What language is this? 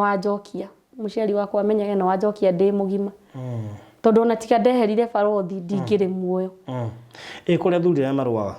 Kikuyu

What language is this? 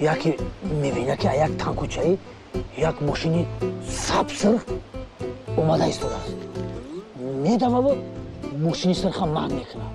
Tajik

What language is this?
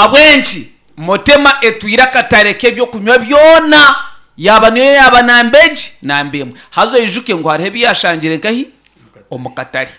Nyankole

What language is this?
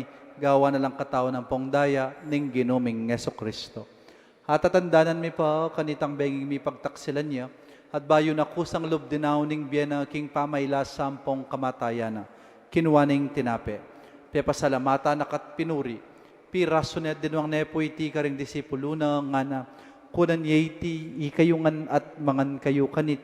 Pampanga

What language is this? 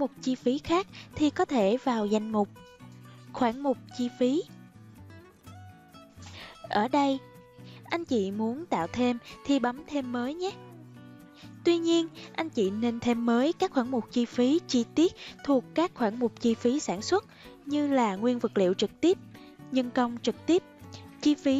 Vietnamese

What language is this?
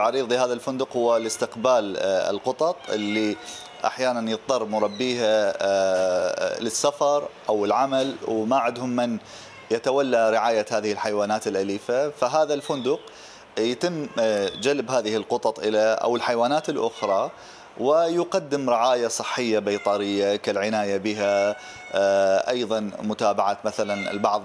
Mesopotamian Arabic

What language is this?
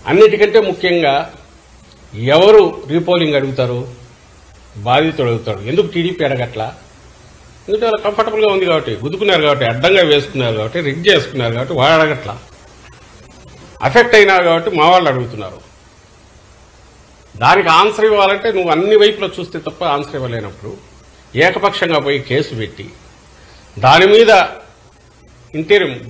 Telugu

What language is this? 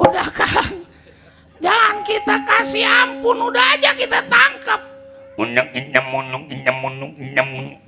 Betawi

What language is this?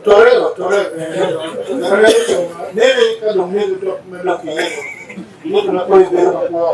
Acoli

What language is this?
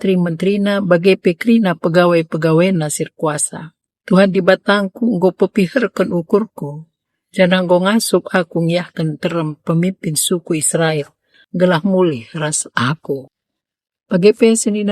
Batak Karo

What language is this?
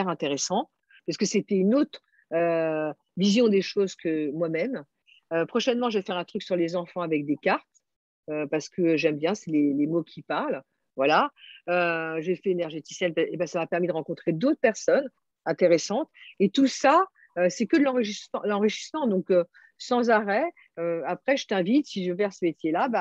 French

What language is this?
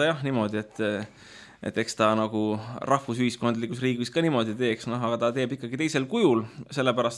Estonian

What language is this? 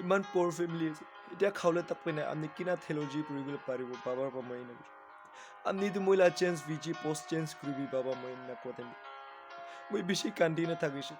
Naga Pidgin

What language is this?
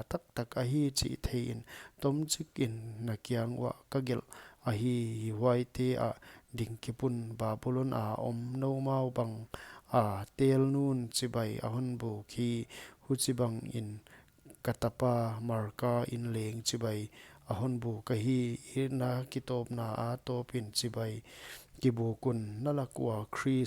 Paite Chin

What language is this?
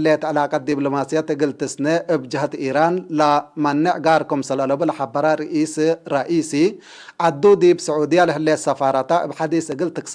Tigre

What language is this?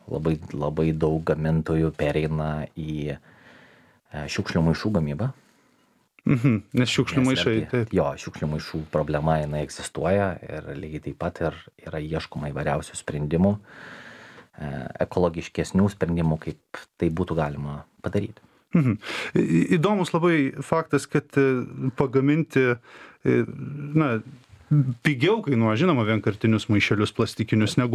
Lithuanian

